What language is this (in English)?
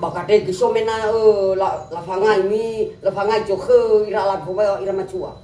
Nias